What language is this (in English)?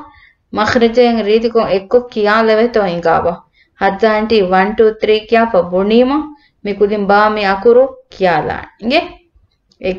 Divehi